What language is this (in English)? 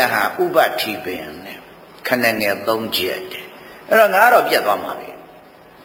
Burmese